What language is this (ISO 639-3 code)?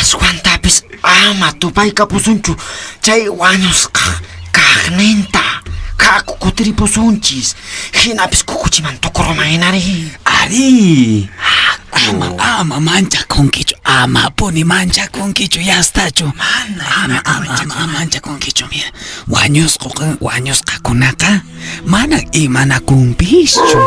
que